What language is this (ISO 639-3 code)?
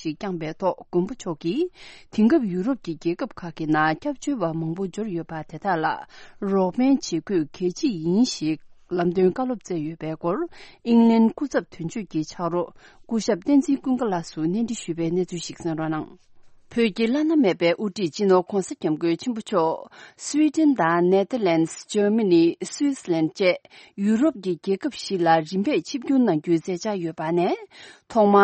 bod